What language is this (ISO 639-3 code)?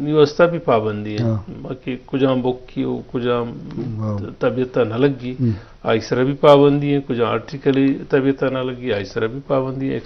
bgp